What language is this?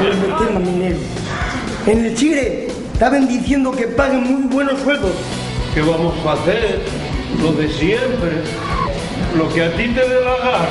Asturian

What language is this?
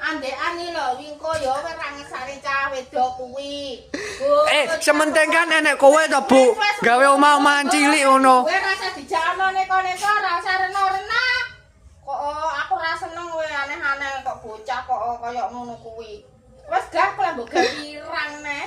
Javanese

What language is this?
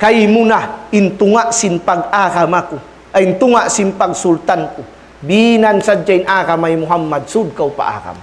Tausug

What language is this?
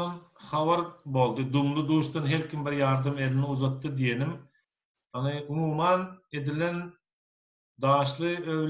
Turkmen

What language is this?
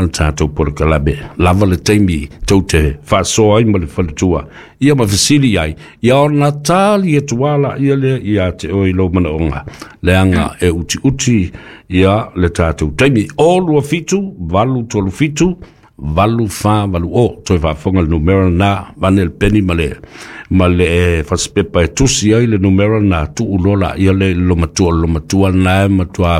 Samoan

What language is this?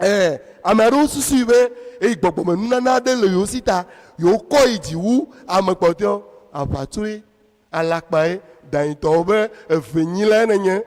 Ewe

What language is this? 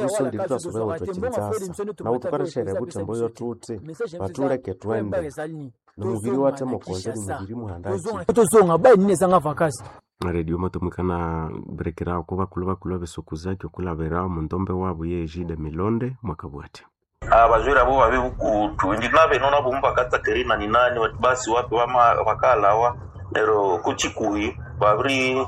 Nande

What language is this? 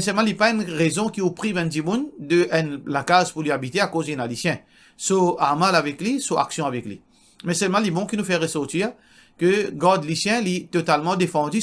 Morisyen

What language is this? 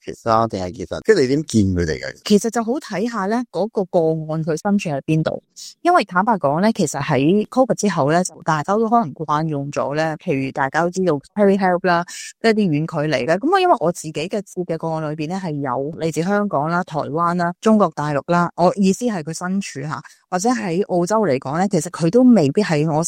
Cantonese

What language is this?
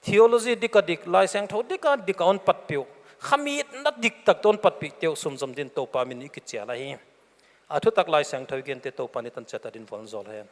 Paite Chin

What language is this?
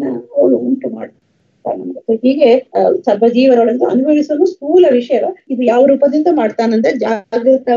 Kannada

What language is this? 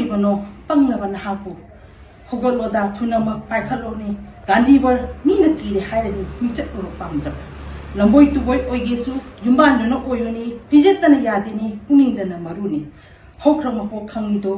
Manipuri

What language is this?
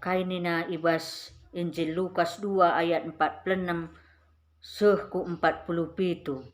Batak Karo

